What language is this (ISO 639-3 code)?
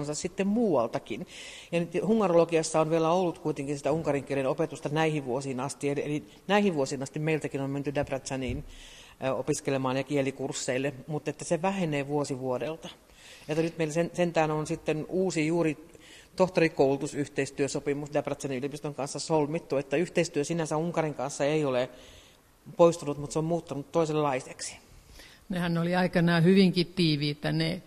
fin